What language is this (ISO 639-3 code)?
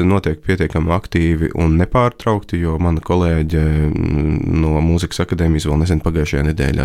lav